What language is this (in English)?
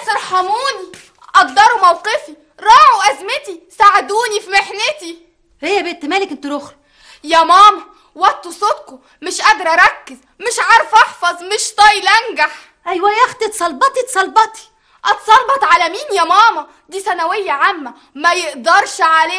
Egyptian Arabic